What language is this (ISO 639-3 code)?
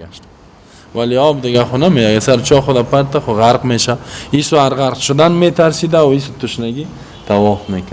fas